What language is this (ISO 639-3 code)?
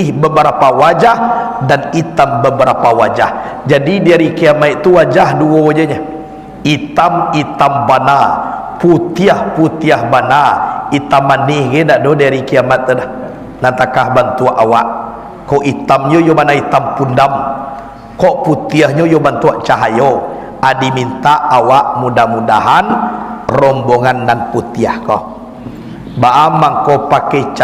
min